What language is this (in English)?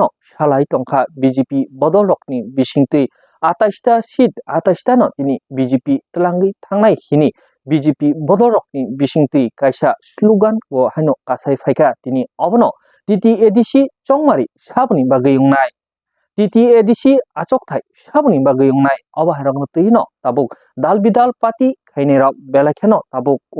Kok Borok